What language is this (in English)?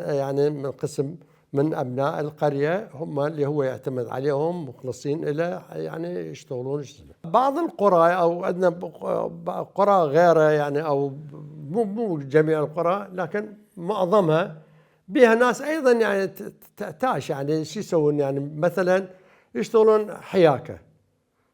Mesopotamian Arabic